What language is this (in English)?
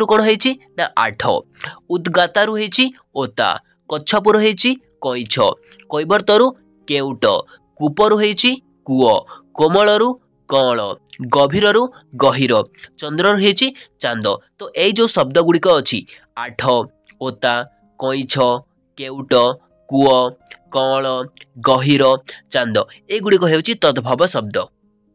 Odia